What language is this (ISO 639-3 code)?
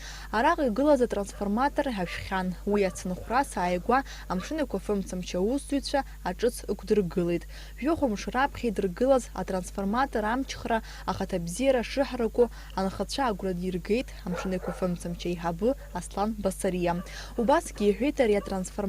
abk